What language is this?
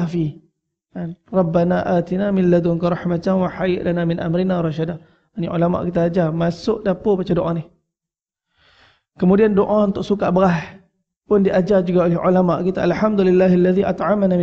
Malay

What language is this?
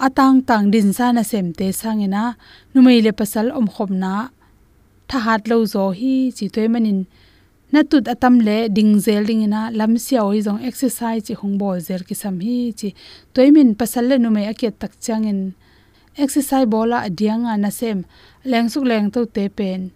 Tedim Chin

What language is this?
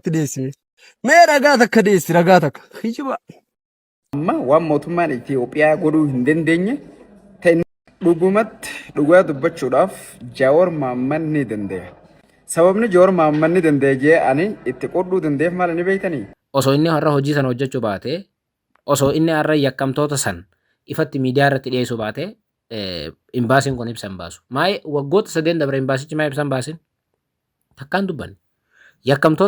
Oromo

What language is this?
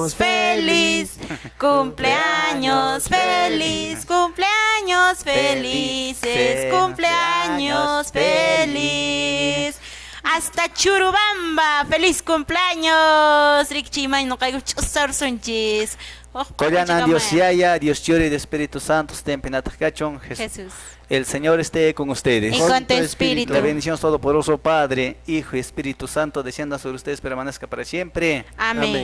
Quechua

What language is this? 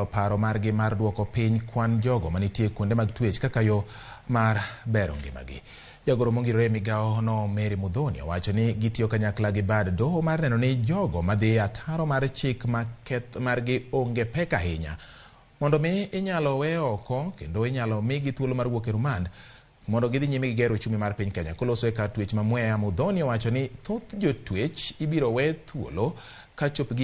Luo (Kenya and Tanzania)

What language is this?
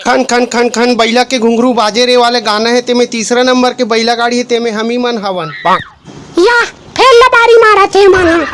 Chhattisgarhi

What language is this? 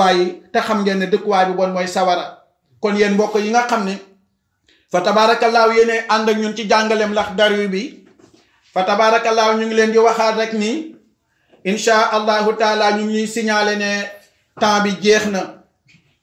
Wolof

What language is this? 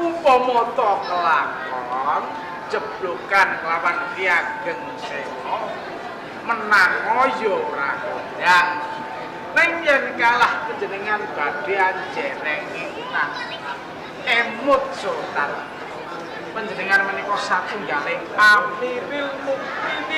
Javanese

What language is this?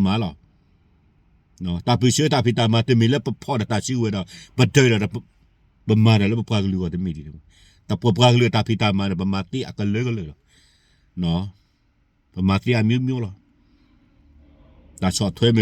S'gaw Karen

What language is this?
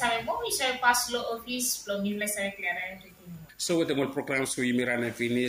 Bislama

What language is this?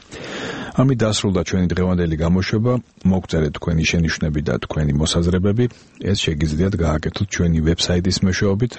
Georgian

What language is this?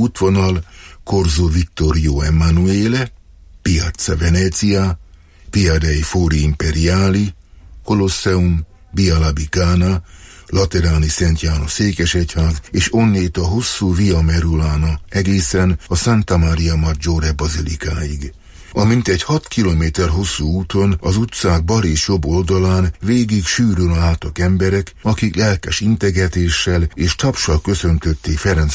Hungarian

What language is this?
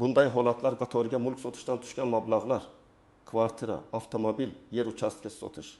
Uzbek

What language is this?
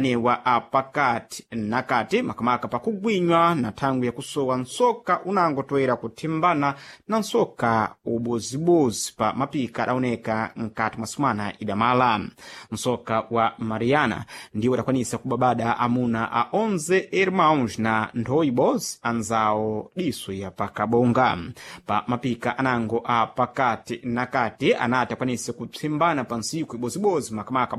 Sena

